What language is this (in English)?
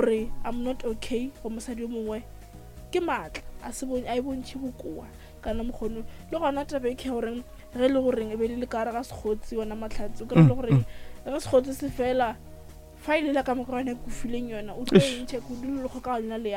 Northern Sotho